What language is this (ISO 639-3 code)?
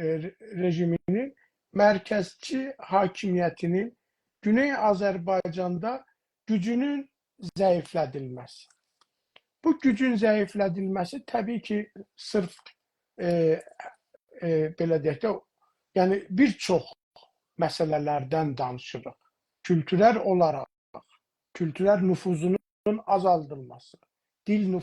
azb